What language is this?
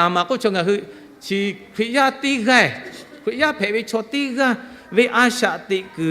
Lahu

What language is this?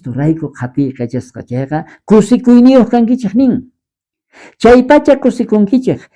South Bolivian Quechua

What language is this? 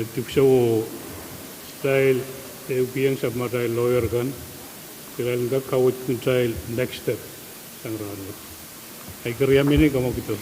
Pohnpeian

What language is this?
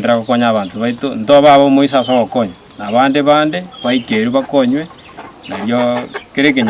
Gusii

